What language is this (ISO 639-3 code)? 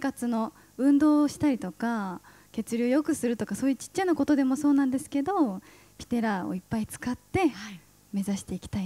jpn